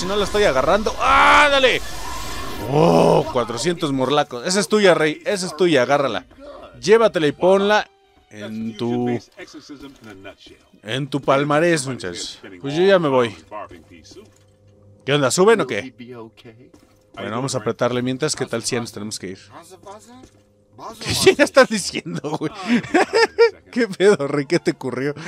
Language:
Spanish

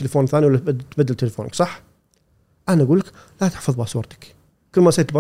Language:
Gulf Arabic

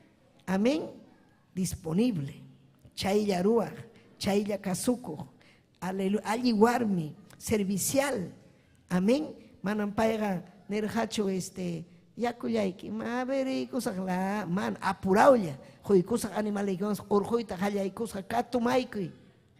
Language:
Ayacucho Quechua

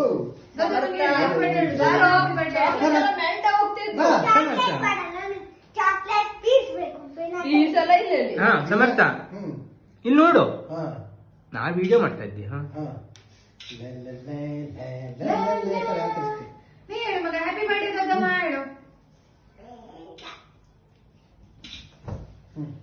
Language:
Kannada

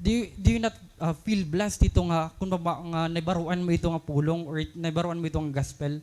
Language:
Waray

